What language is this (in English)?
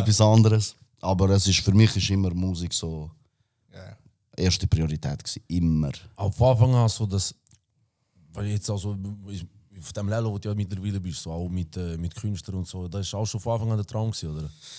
Swiss German